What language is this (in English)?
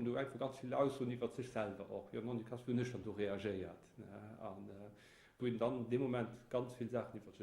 Luxembourgish